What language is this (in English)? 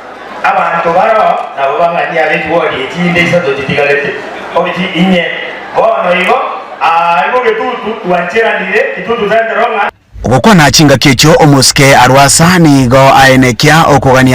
Gusii